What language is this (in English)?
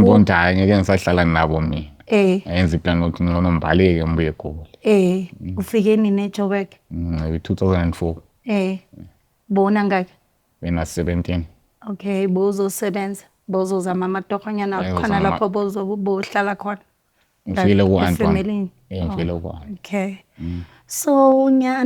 Zulu